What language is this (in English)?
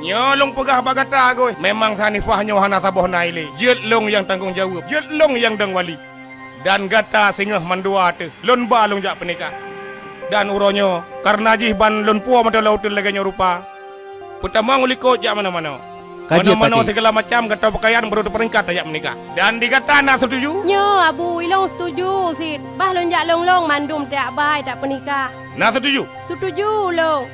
Achinese